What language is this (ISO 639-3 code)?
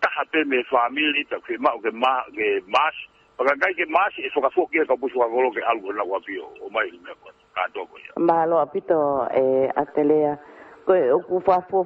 ton